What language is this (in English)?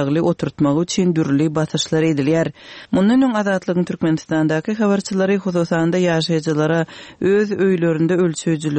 Turkmen